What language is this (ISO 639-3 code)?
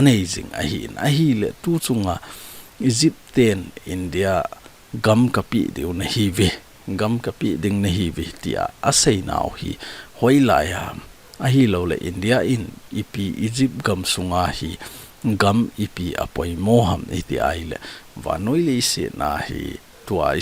tcz